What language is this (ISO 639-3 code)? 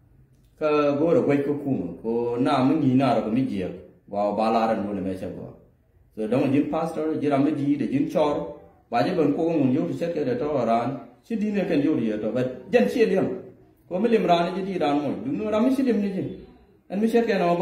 nus